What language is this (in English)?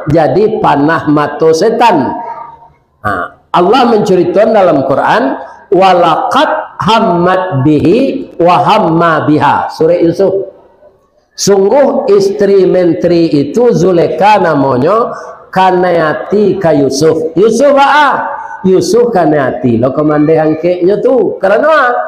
Minangkabau